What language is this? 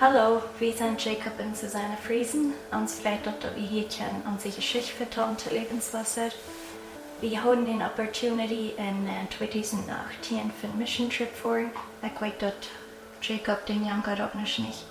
Plautdietsch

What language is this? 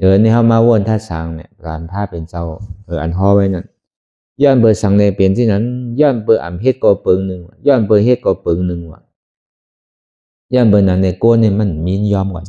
Shan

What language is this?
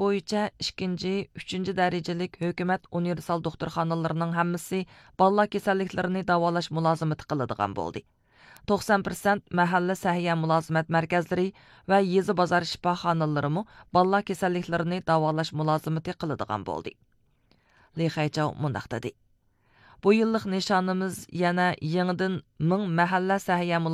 Uyghur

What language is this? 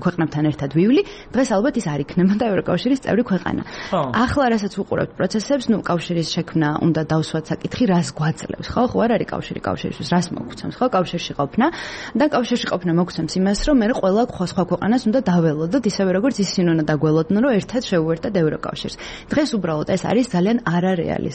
Georgian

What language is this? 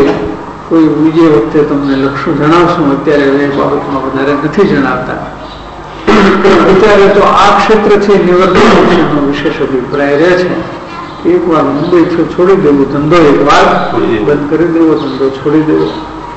Gujarati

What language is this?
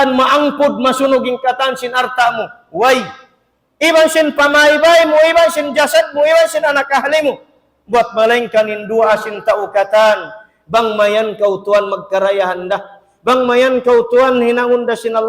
Tausug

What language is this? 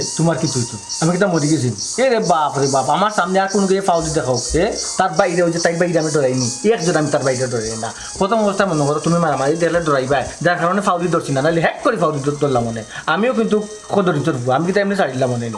Sylheti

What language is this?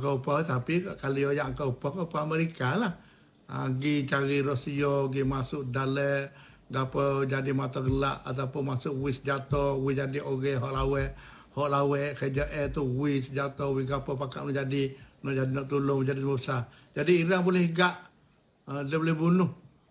Malay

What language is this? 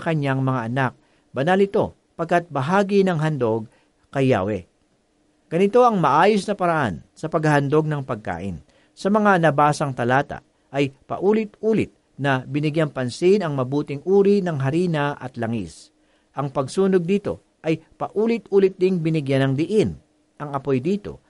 Filipino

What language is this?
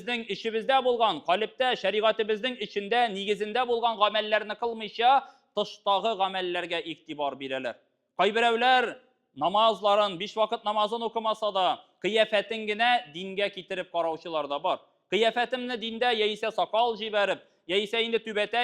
Tatar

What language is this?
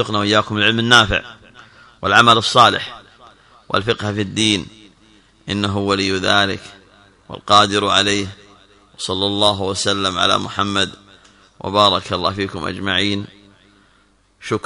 Arabic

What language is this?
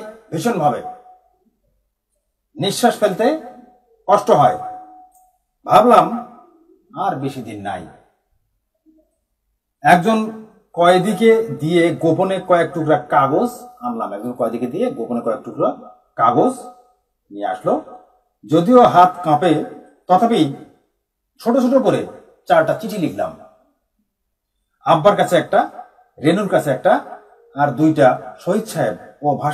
Bangla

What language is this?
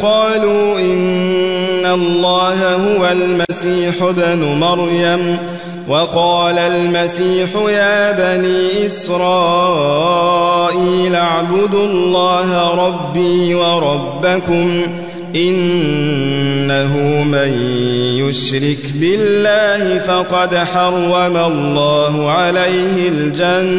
Arabic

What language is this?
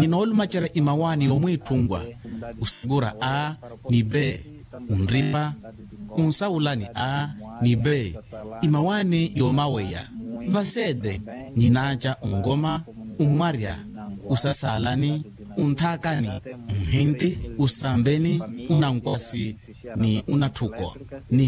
Makhuwa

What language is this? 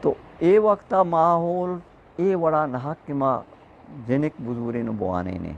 Eastern Balochi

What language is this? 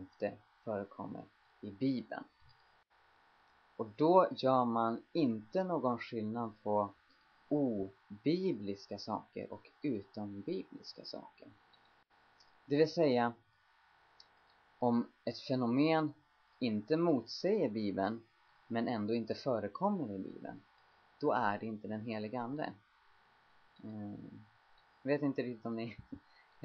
Swedish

